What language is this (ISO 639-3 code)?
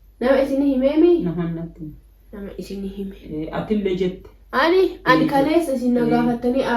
orm